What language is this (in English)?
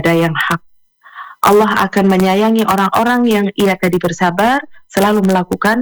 Indonesian